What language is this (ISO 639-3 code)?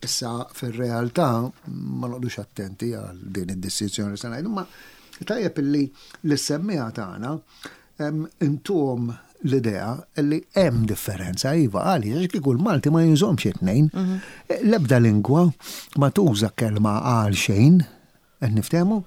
mlt